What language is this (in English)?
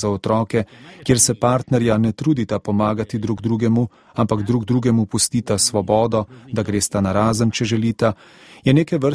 Slovenian